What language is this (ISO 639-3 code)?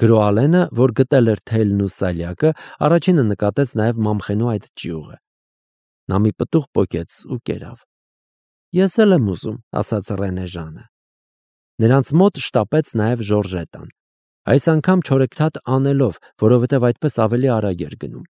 hye